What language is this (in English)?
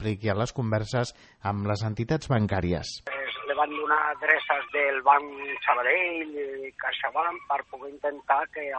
Catalan